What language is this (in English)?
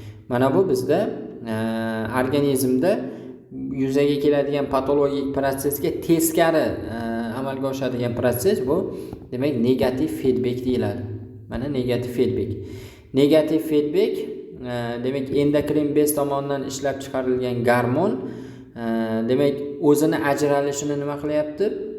Uzbek